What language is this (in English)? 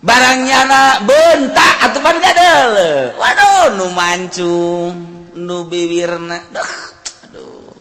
Sundanese